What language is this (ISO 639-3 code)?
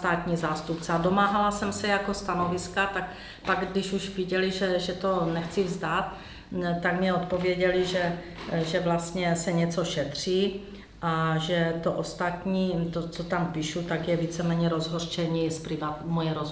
ces